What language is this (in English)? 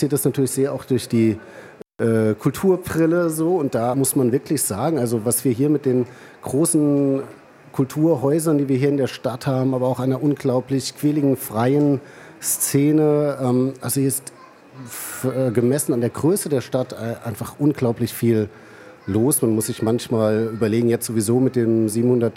German